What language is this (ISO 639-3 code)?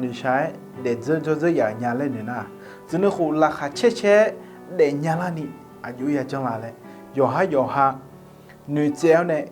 ahk